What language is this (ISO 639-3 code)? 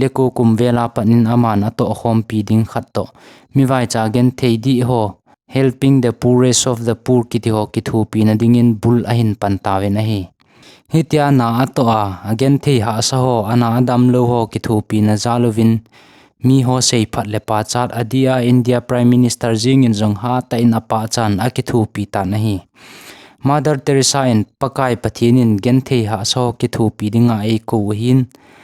tcz